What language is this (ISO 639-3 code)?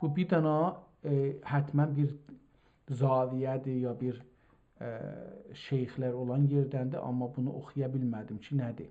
azb